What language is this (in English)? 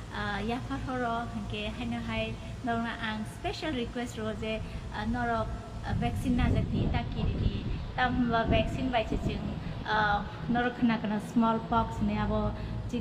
Kok Borok